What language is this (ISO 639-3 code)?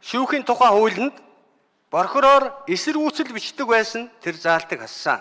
mon